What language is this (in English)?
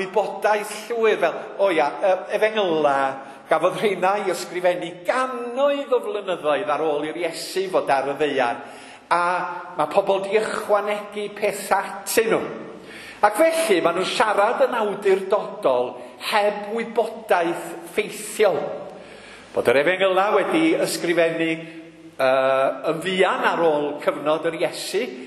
Welsh